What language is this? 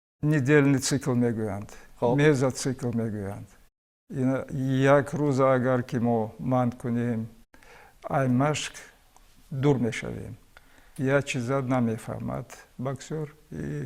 Tajik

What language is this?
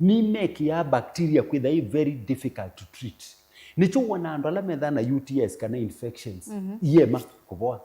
Kamba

